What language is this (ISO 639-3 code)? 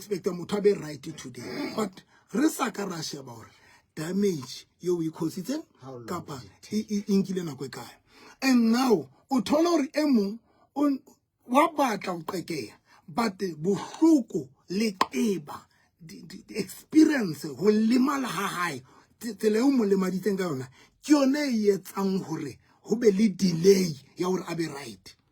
sot